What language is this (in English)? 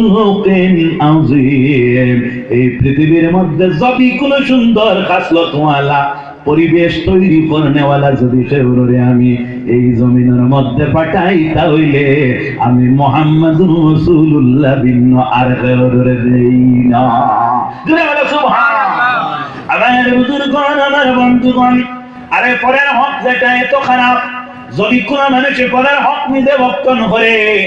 Sylheti